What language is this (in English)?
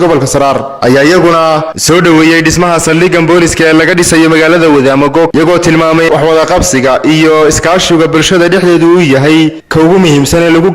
Somali